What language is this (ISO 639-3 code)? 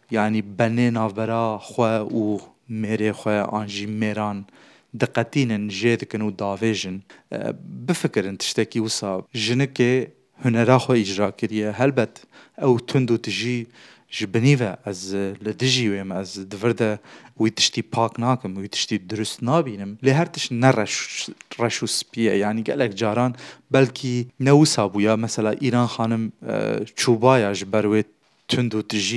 kur